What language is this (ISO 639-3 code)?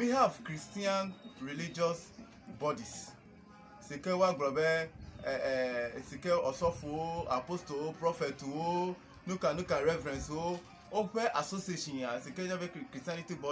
ewe